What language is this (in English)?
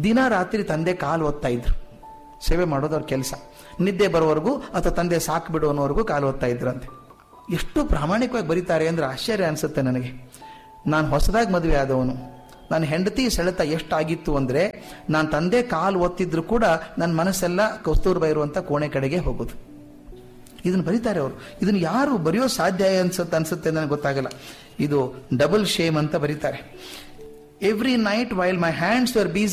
Kannada